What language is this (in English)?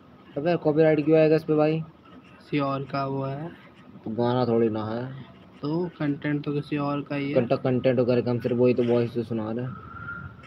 Hindi